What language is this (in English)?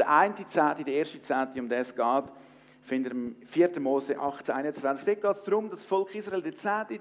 Swiss German